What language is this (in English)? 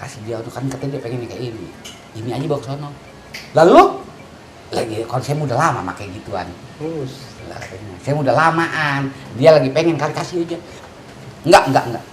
Betawi